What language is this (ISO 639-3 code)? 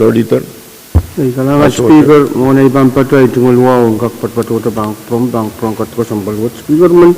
pon